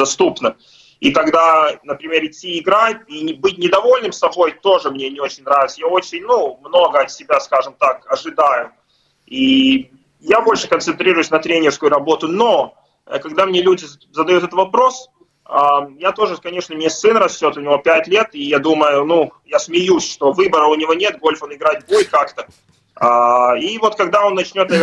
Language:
Russian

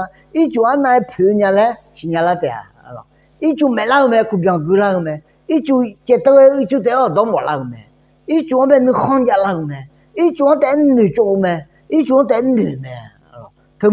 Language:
Akha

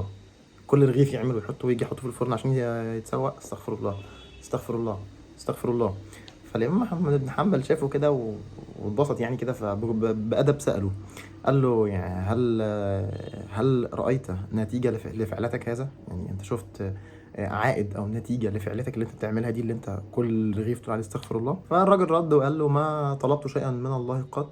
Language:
Egyptian Arabic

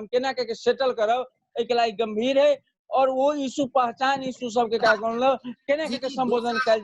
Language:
Maithili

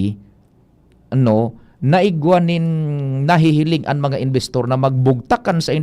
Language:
Bikol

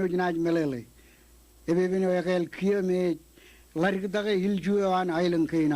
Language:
Marshallese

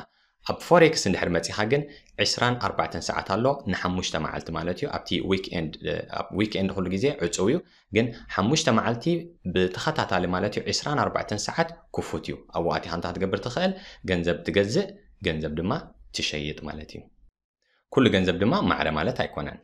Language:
Tigrinya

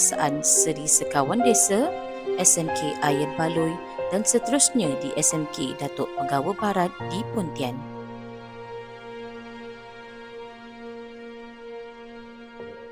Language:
Malay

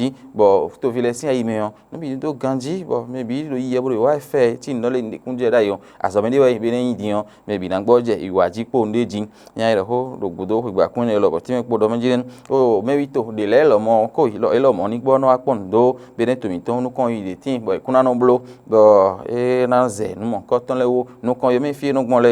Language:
Fon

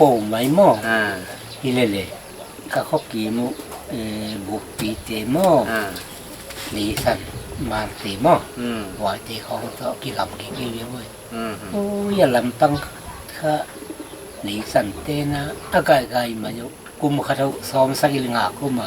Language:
Paite Chin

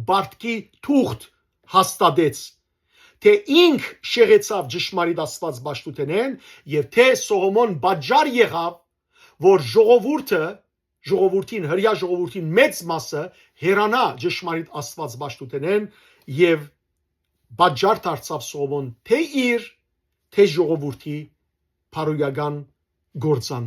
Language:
Western Armenian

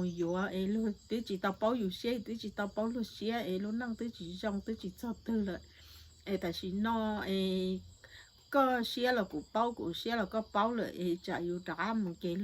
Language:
Hmong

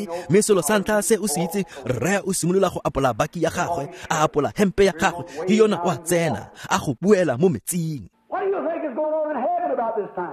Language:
Tswana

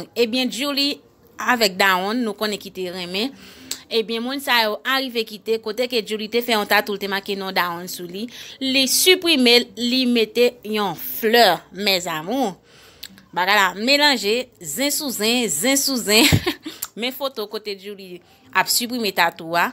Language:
Haitian Creole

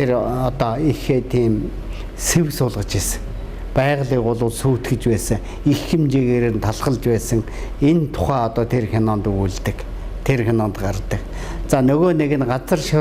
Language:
Mongolian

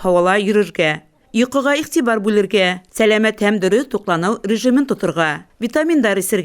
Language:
Bashkir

